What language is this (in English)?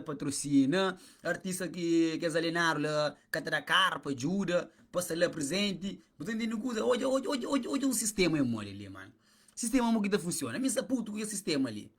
Kabuverdianu